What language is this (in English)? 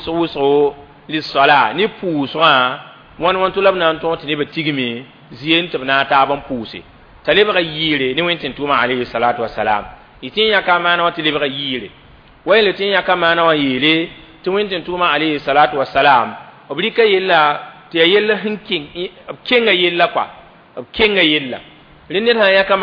Mossi